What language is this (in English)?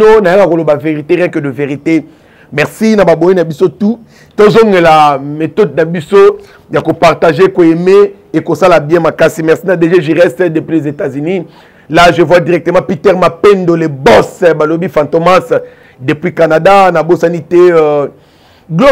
Lingala